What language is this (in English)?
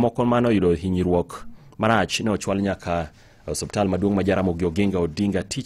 Luo (Kenya and Tanzania)